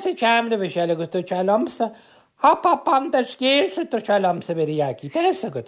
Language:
Irish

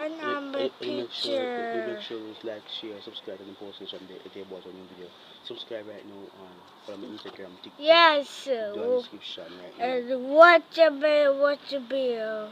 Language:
Jamaican Creole English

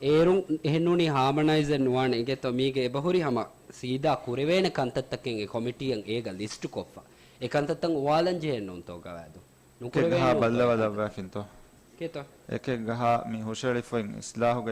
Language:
Divehi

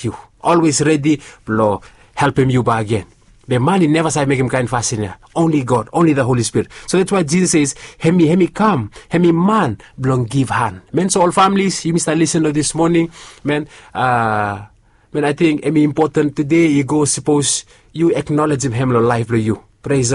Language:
Bislama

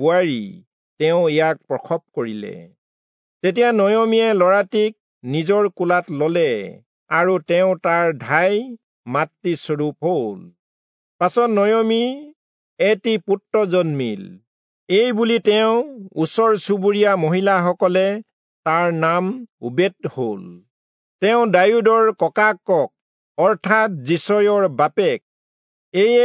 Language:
Assamese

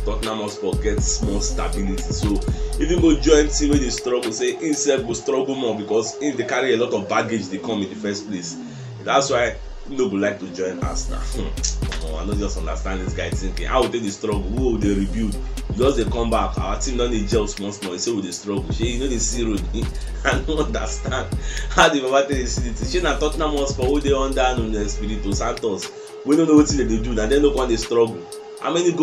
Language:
Nigerian Pidgin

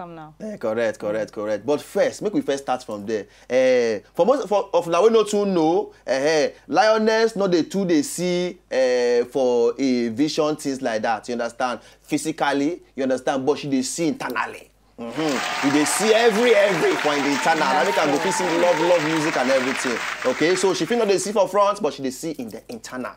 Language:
Nigerian Pidgin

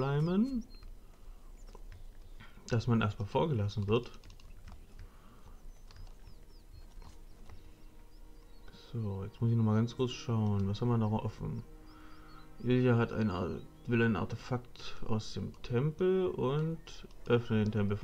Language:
German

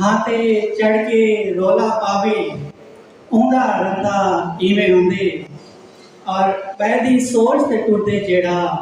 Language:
Saraiki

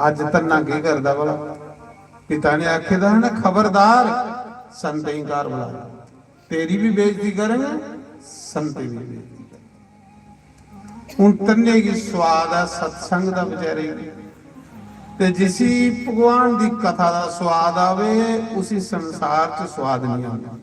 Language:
Dogri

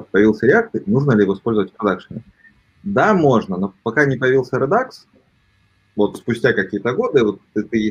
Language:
Russian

